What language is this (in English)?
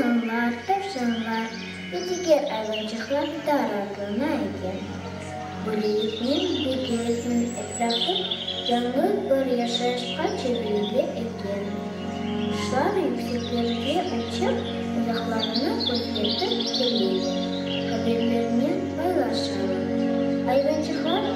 Crimean Tatar